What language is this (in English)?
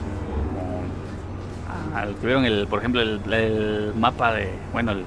Spanish